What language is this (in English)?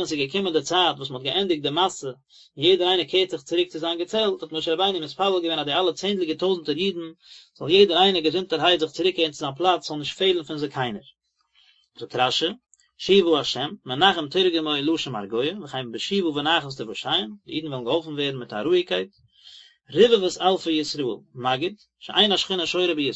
Yiddish